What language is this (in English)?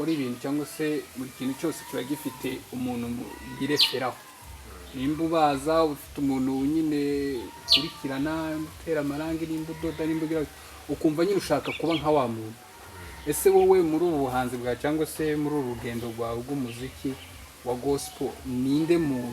Kinyarwanda